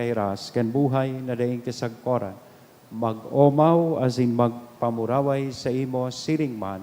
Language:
Bikol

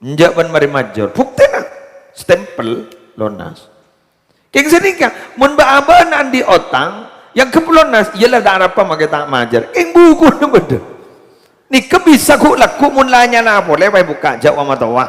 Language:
Madurese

